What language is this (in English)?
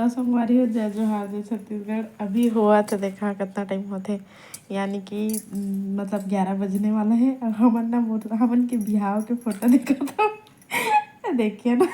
Chhattisgarhi